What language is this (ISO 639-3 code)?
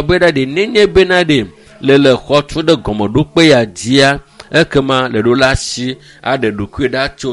ewe